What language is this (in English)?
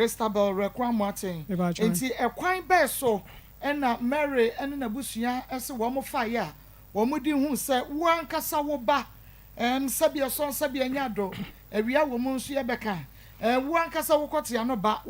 Akan